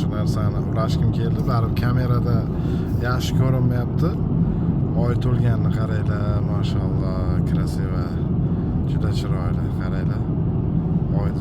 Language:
Uzbek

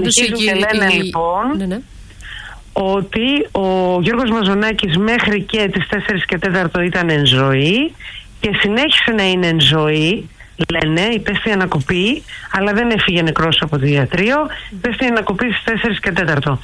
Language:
Greek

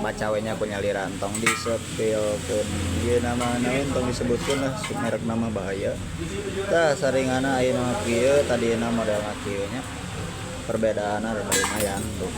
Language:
Sundanese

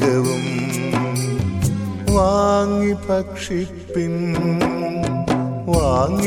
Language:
Malayalam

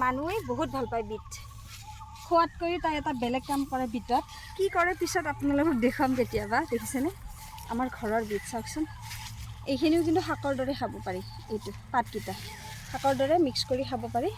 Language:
Assamese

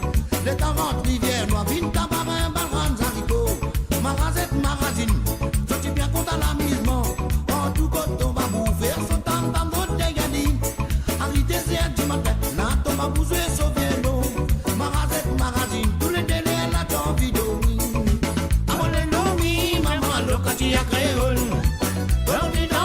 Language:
Morisyen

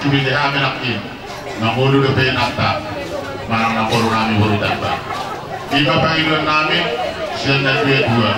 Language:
Batak Toba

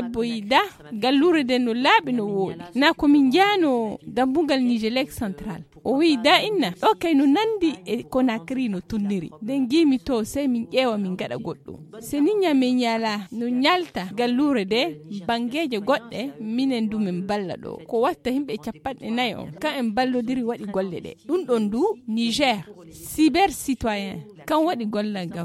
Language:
Fula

